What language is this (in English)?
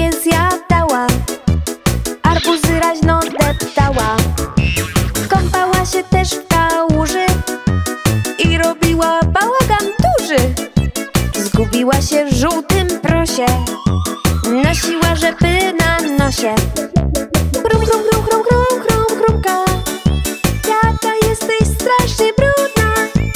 Polish